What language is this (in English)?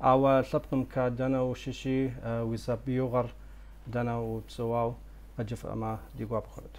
Kabardian